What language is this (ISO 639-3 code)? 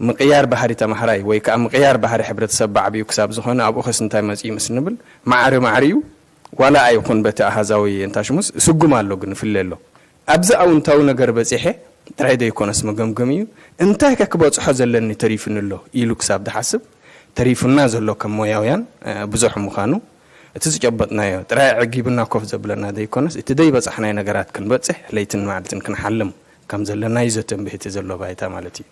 tir